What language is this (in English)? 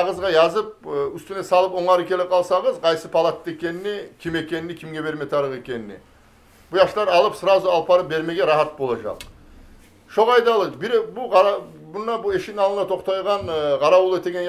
Kumyk